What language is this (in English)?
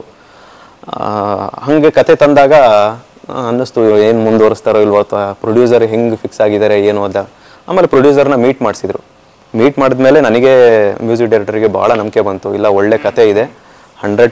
Kannada